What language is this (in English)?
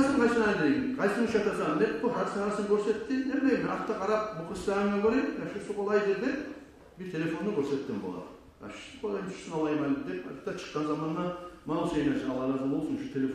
Kumyk